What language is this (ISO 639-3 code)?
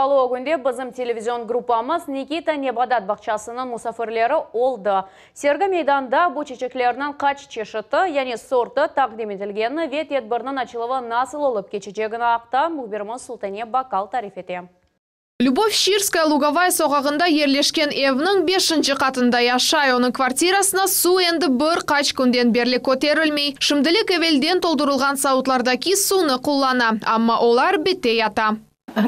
crh